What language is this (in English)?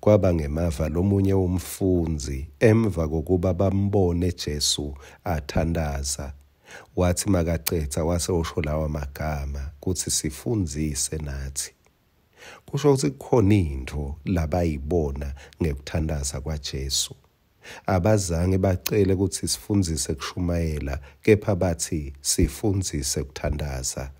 Swati